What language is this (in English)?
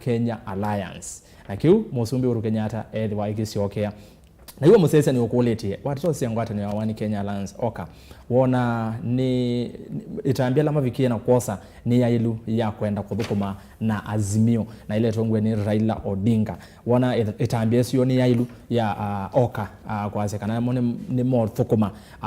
Kamba